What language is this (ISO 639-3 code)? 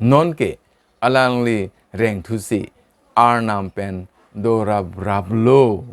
mjw